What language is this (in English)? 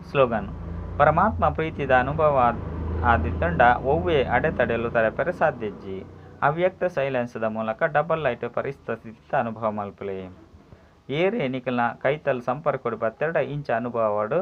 Tulu